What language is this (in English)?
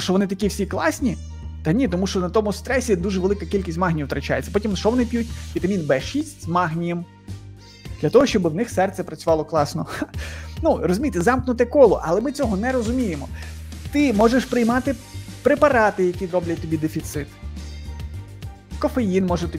Ukrainian